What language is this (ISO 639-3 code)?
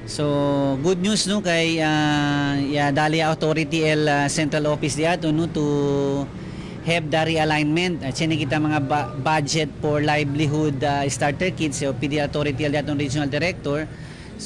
cbk